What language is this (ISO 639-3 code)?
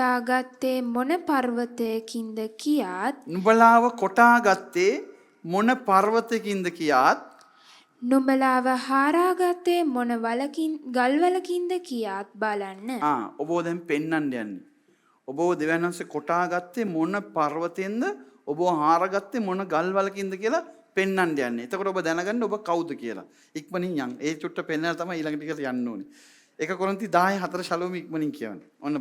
sin